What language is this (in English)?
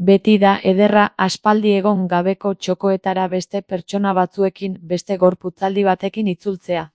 Basque